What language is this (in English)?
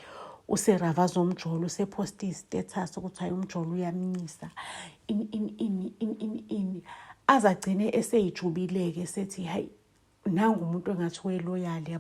Zulu